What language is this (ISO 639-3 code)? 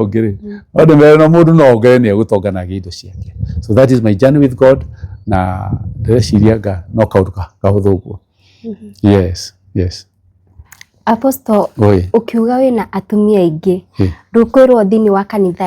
kik